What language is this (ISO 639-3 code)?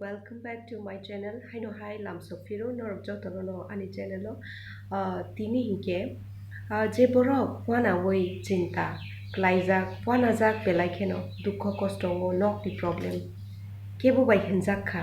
trp